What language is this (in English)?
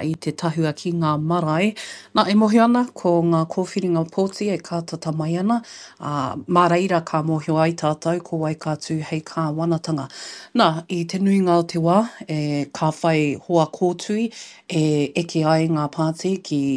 Māori